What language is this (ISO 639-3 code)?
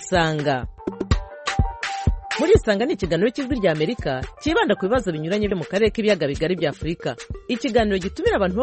kin